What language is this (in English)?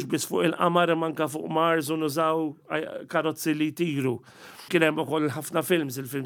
Maltese